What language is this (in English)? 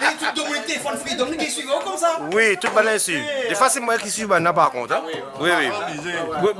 Réunion Creole French